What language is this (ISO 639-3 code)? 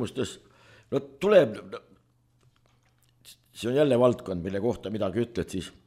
est